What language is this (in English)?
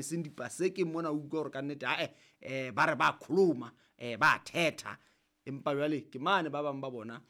Southern Sotho